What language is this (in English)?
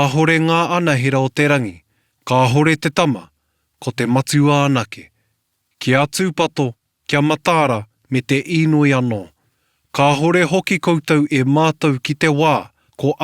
Māori